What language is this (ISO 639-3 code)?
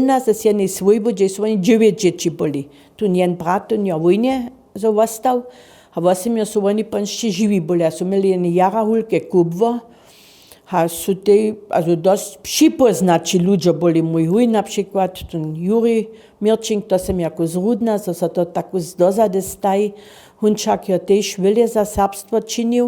hsb